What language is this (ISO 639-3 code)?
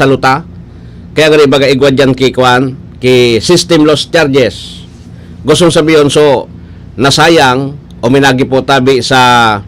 bik